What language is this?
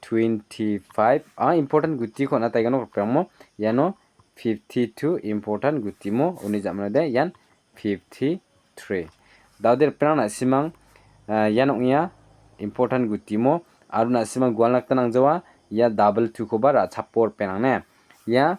Garo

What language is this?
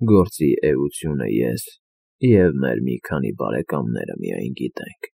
Armenian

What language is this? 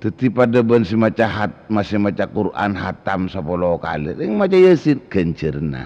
Madurese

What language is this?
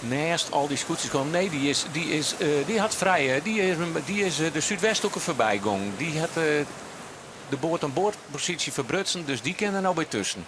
Western Frisian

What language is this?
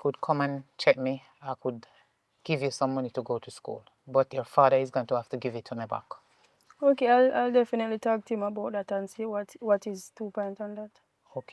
Jamaican Creole English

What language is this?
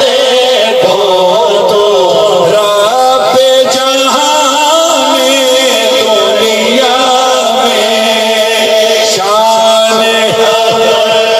Saraiki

